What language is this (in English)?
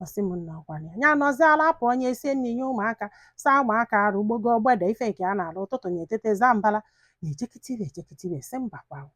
Igbo